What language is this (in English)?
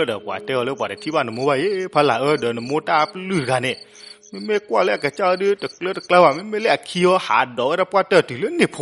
S'gaw Karen